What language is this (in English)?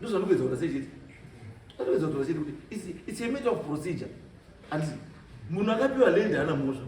Shona